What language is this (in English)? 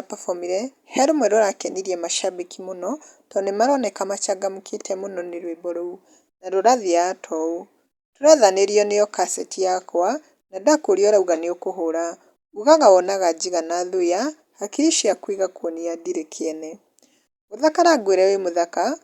Kikuyu